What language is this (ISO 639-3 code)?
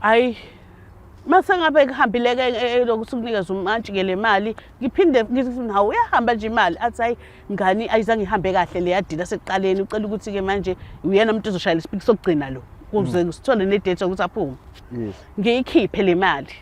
zul